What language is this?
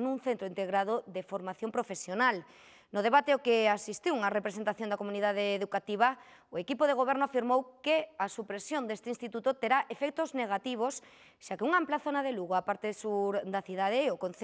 Galician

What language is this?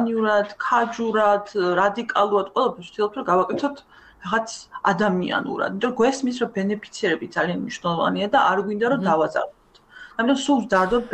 Georgian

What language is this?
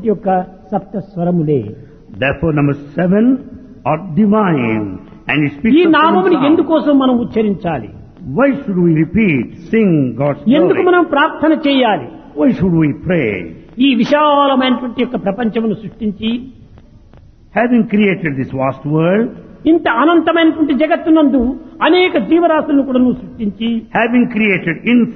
Telugu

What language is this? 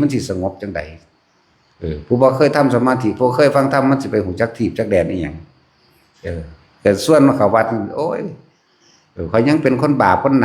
Lao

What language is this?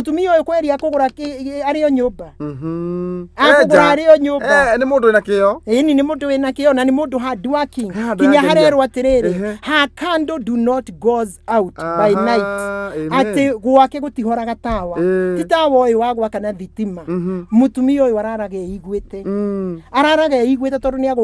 Kikuyu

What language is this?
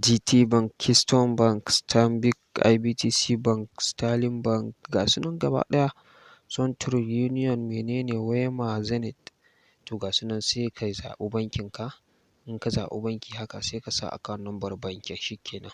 Hausa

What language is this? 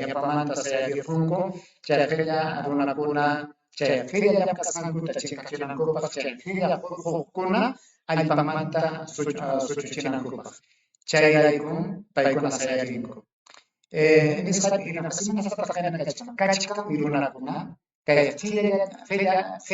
Ayacucho Quechua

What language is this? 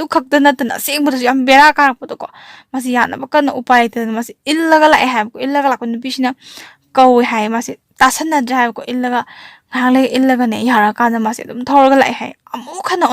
Manipuri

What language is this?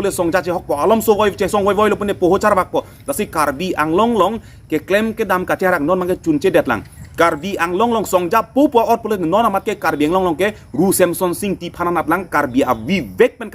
Karbi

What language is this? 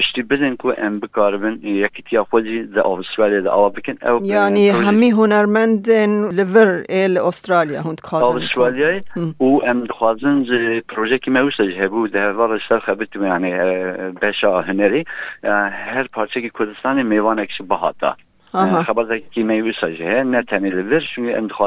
Kurdish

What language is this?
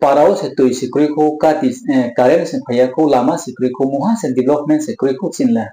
Riang (India)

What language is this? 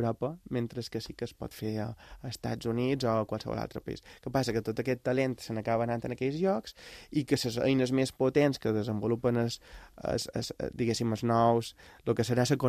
Catalan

